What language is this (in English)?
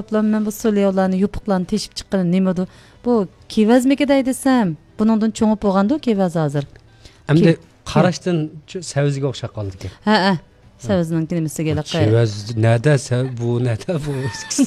Uyghur